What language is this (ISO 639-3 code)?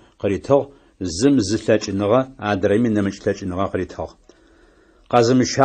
ady